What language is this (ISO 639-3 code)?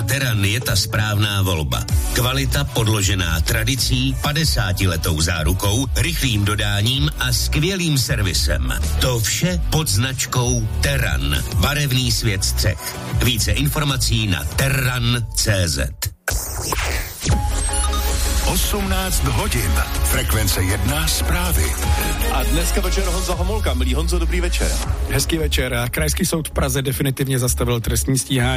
ces